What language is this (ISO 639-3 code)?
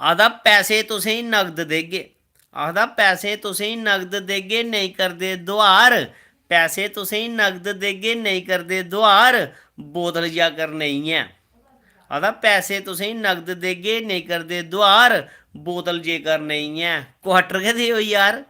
doi